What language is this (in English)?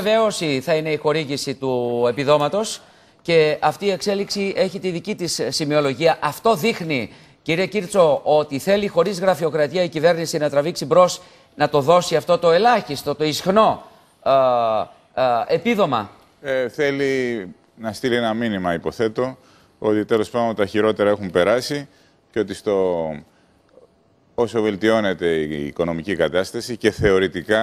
Greek